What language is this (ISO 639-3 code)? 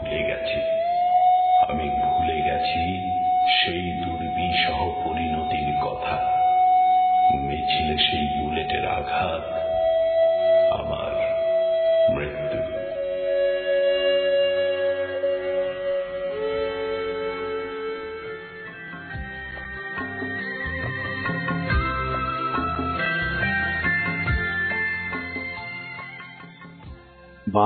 ben